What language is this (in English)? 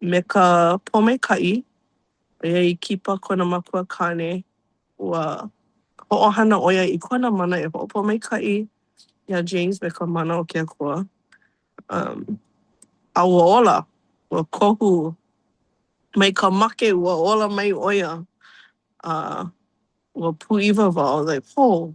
Hawaiian